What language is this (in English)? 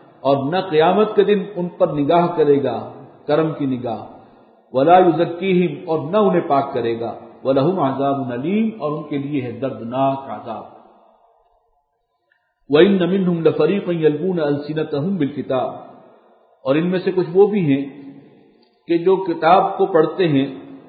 Urdu